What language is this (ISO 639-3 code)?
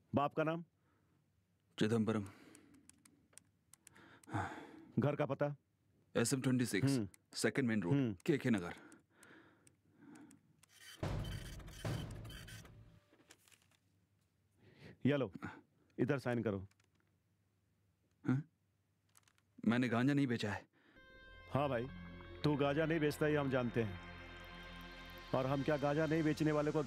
hin